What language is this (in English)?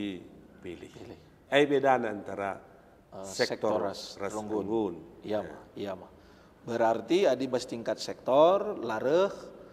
Batak Karo